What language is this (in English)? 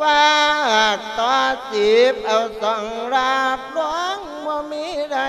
Lao